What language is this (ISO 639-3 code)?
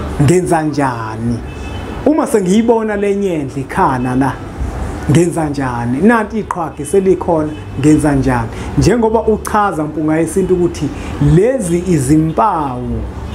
zul